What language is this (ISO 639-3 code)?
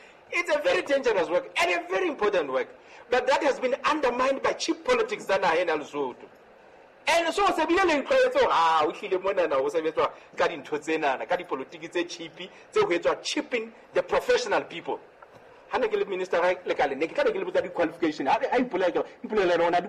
sot